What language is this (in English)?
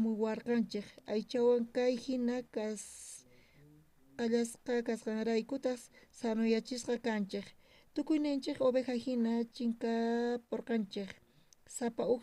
South Bolivian Quechua